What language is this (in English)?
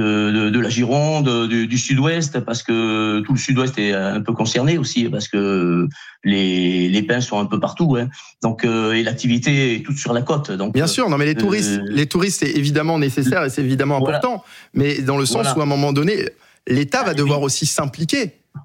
French